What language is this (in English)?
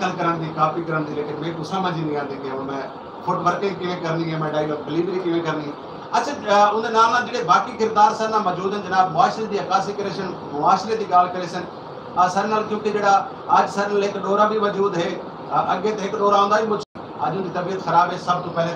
Saraiki